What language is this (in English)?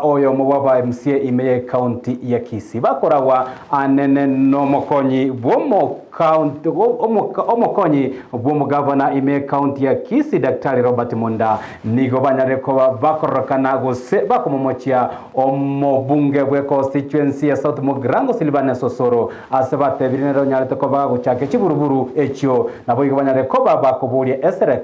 Gusii